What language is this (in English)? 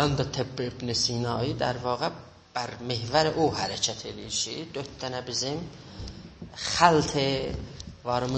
South Azerbaijani